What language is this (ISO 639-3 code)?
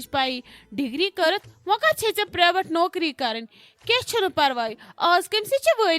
kas